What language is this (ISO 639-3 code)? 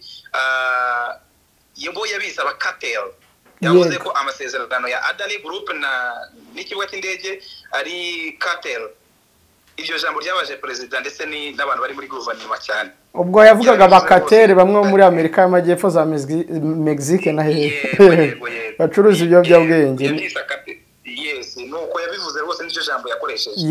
kin